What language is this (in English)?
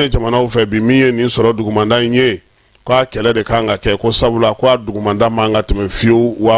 Bambara